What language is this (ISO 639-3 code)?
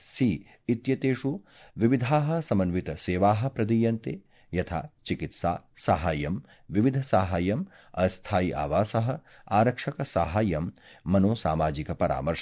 san